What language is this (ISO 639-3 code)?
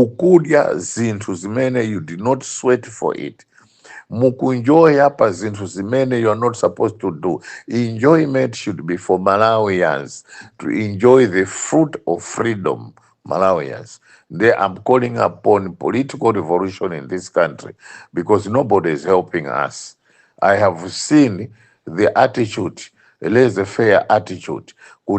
nya